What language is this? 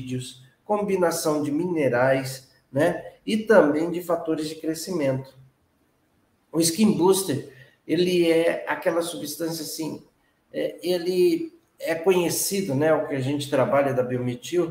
Portuguese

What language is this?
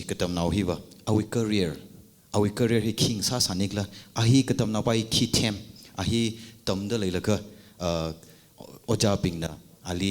Tangkhul Naga (India)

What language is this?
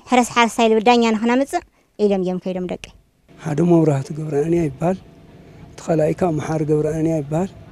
Tigrinya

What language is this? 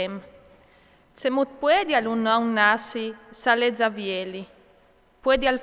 Friulian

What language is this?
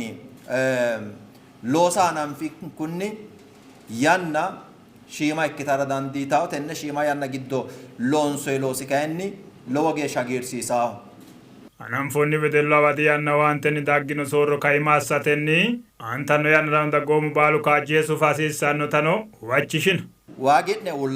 Sidamo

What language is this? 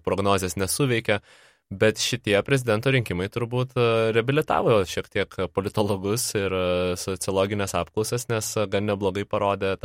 Lithuanian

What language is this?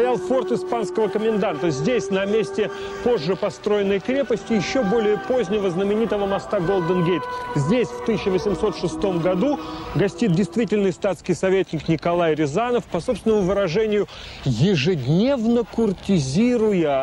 Russian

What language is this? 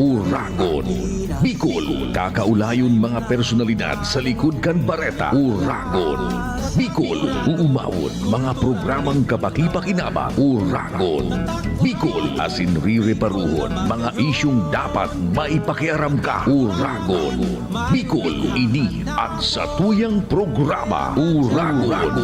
Bikol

